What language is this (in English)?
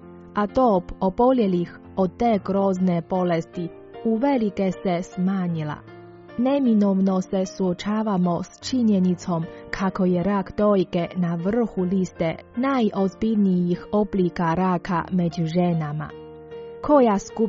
Croatian